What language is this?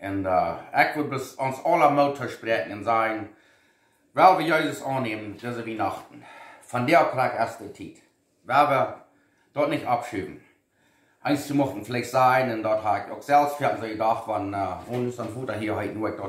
Plautdietsch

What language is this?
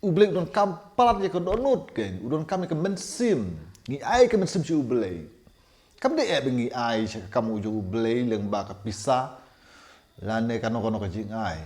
Khasi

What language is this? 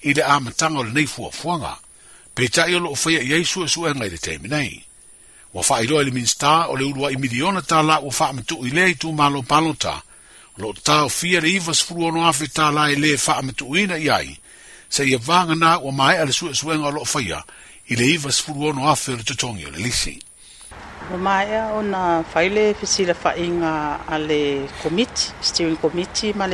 Samoan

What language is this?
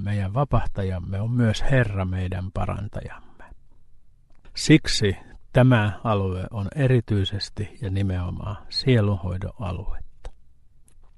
Finnish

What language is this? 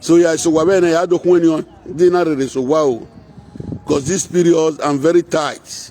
Nigerian Pidgin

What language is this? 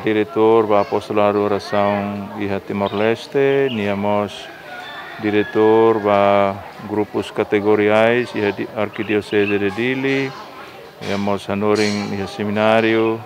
Tetum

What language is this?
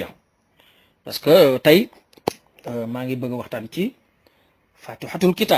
Wolof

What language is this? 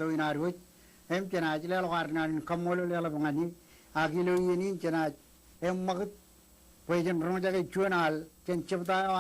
Marshallese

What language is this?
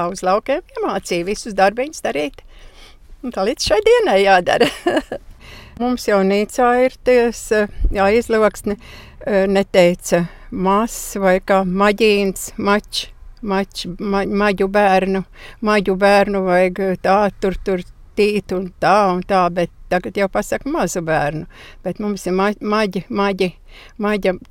Latvian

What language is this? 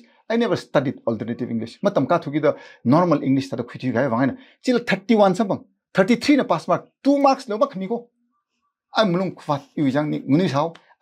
Tangkhul Naga (India)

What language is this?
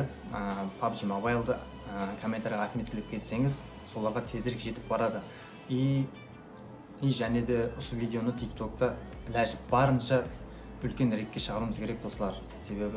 Kara-Kalpak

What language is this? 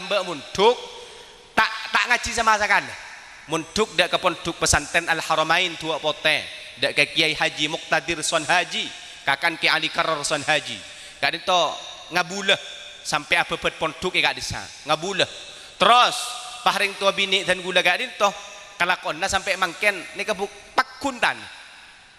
Madurese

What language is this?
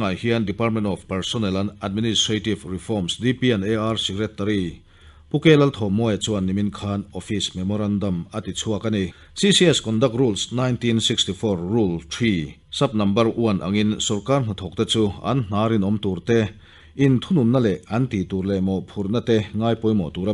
Mizo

